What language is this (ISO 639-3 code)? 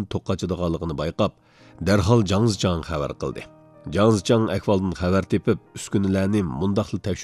uig